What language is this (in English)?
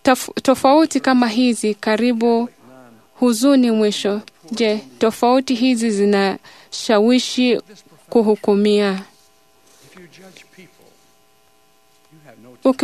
Swahili